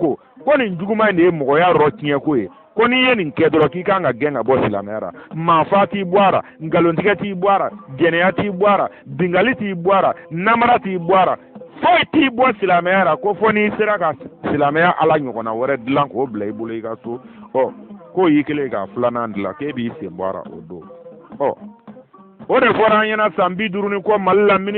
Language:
Bambara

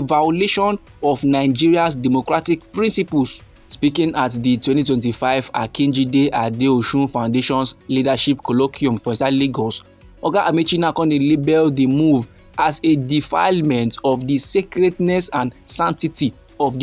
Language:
Nigerian Pidgin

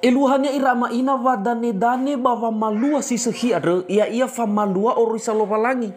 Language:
Nias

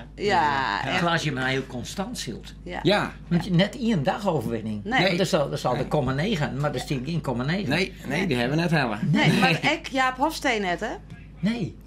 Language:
Western Frisian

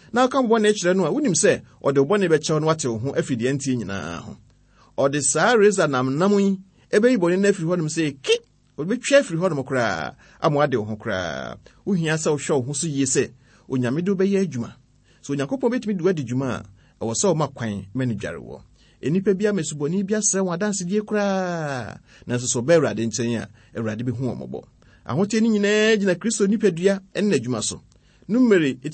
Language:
Akan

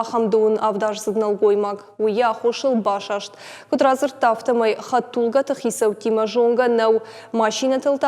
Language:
Ossetic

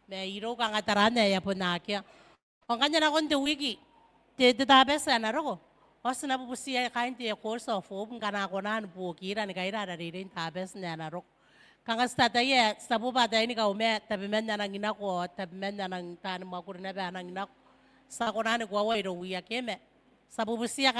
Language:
Gilbertese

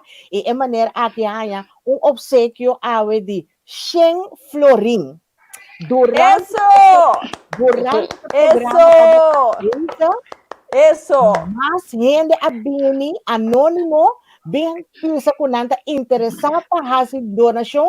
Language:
Papiamento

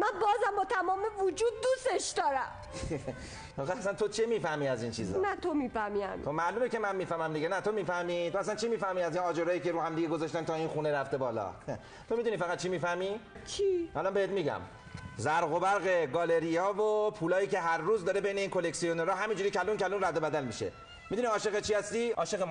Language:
Persian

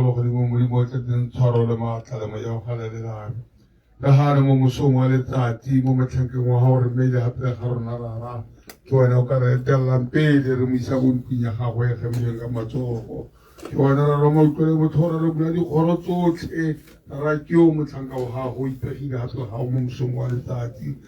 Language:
Tswana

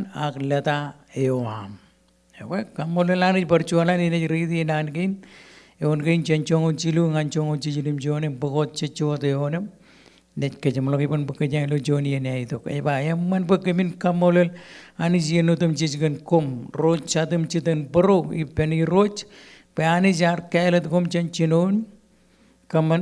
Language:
Marshallese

